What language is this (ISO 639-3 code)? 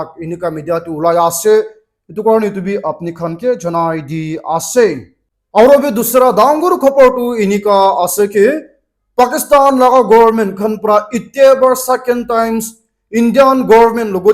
nag